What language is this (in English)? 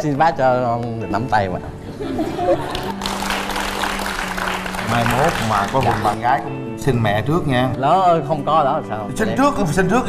Vietnamese